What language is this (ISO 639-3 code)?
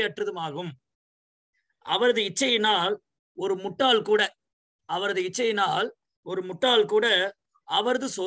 tam